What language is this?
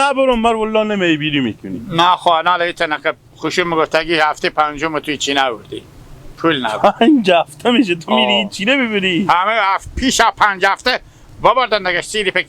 Hazaragi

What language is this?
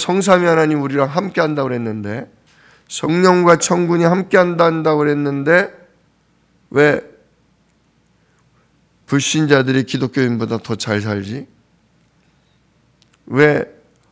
Korean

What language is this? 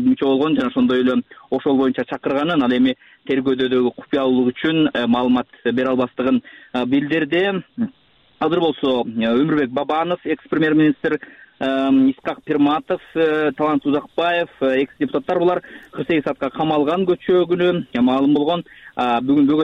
Kyrgyz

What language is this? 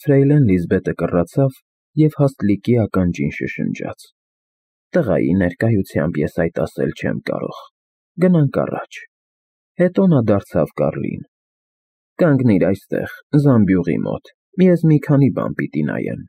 Armenian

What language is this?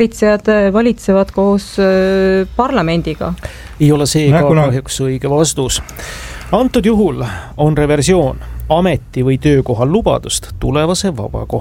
Estonian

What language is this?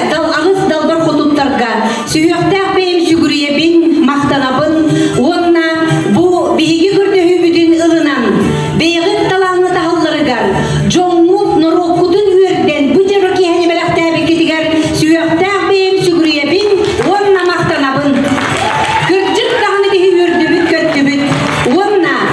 Yakut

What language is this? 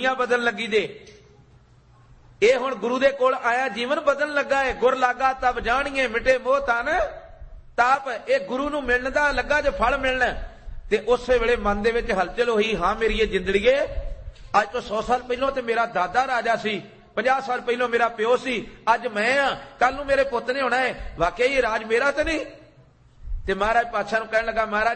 Punjabi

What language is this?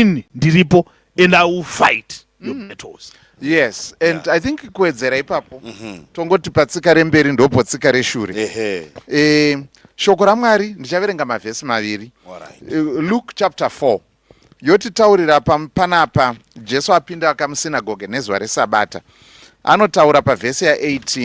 Shona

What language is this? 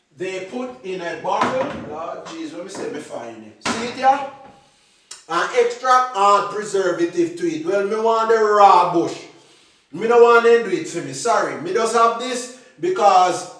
Jamaican Creole English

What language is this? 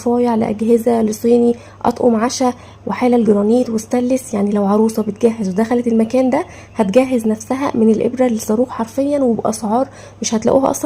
Egyptian Arabic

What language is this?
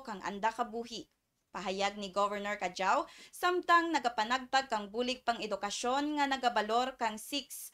Kinaray-a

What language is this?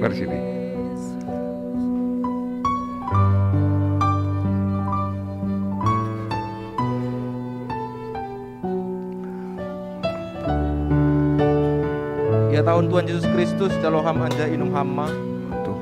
Batak Simalungun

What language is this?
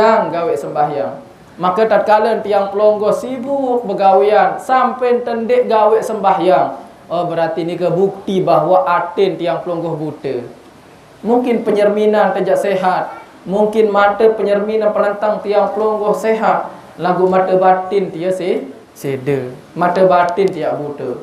Sasak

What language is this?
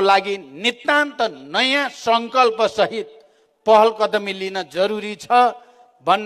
Nepali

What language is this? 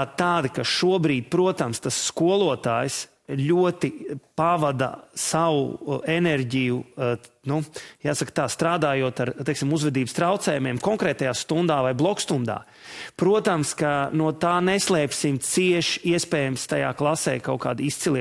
Latvian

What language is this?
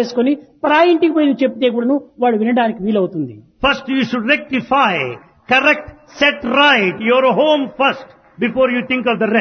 Telugu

